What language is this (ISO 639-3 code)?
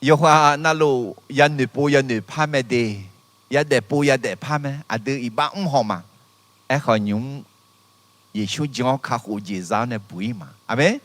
ahk